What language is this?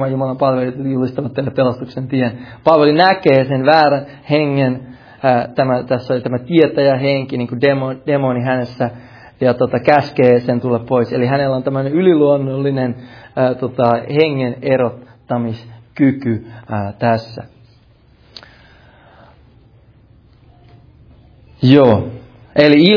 Finnish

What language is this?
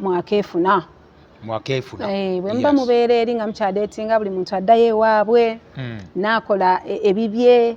Ganda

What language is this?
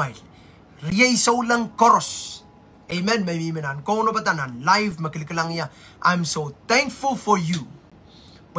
Pohnpeian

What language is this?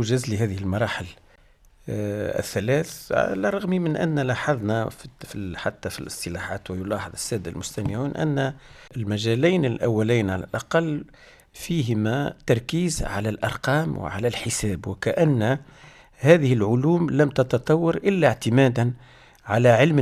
Tunisian Arabic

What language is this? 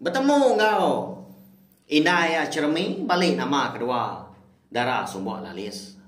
Iban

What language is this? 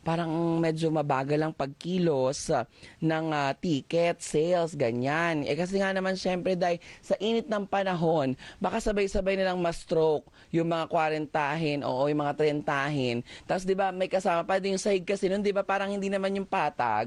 Filipino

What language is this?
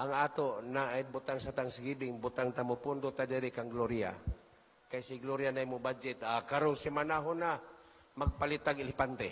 Cebuano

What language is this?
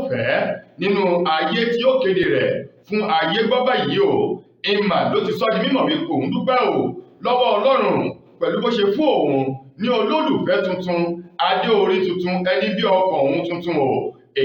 Yoruba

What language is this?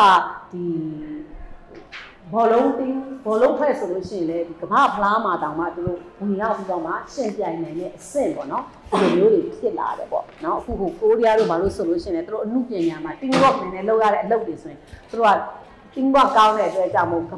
Burmese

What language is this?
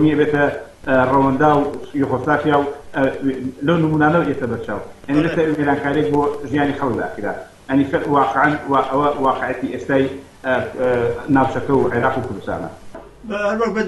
Central Kurdish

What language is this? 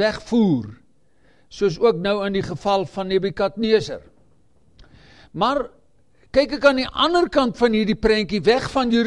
Afrikaans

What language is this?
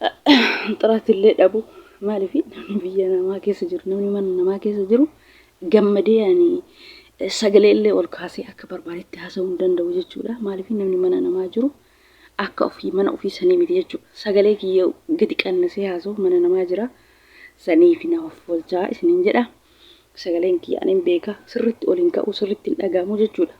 Oromo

